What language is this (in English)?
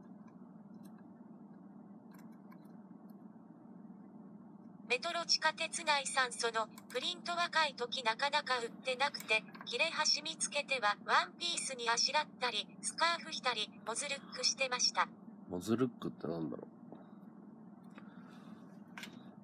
Japanese